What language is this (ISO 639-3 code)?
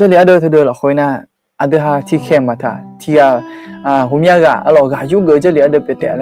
ahk